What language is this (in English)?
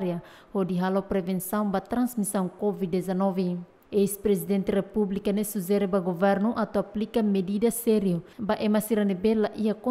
Tetum